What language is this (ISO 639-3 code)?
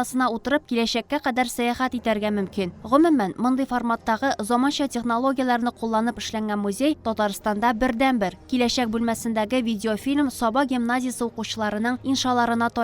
tat